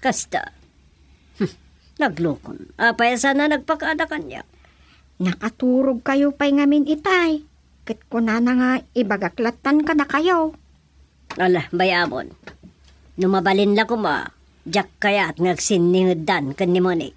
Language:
Iloko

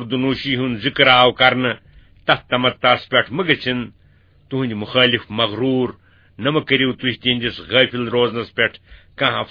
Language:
Kashmiri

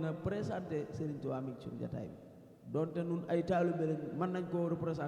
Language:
Wolof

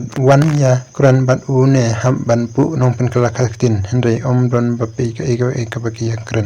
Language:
Khasi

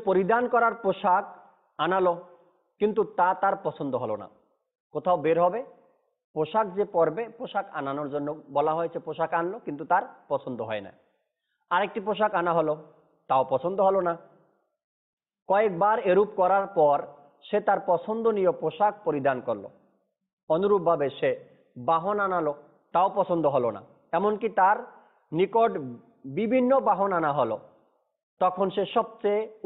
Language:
Bangla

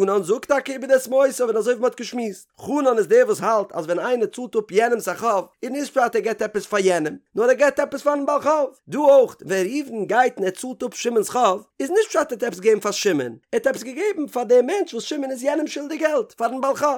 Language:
Yiddish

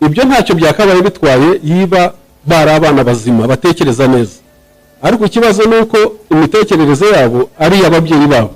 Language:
Kinyarwanda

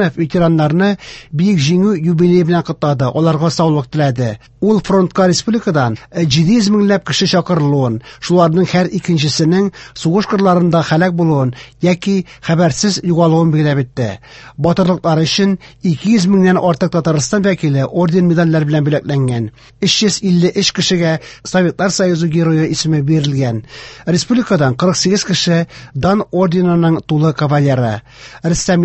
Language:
Tatar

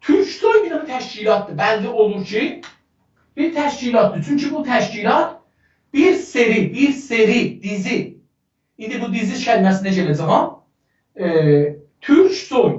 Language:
South Azerbaijani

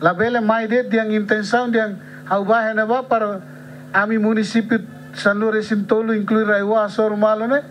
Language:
Tetum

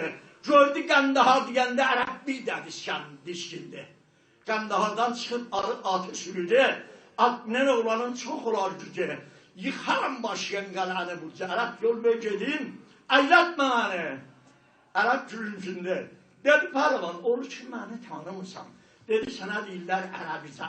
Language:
South Azerbaijani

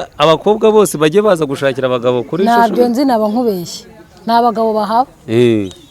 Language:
Kinyarwanda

